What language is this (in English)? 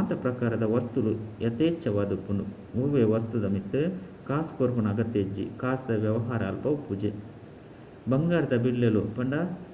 Tulu